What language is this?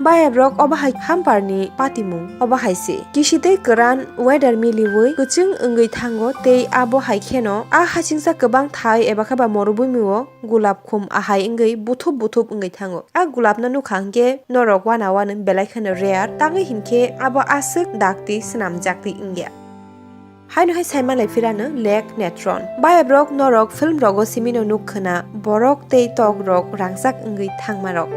Kok Borok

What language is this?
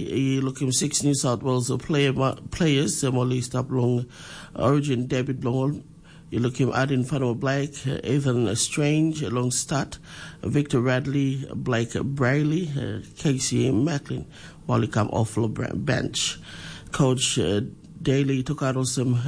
Tok Pisin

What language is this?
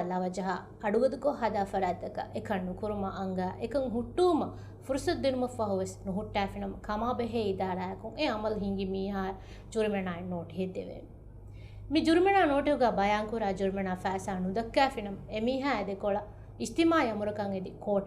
Divehi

